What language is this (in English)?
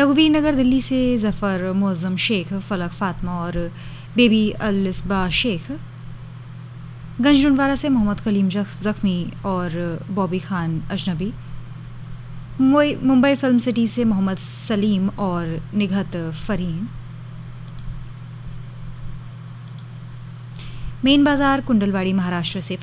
Hindi